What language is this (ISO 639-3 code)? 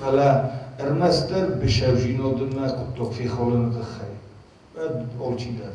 oss